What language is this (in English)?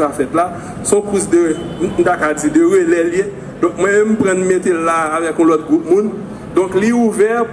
Haitian Creole